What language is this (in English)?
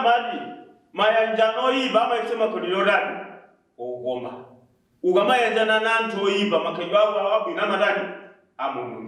Nyanja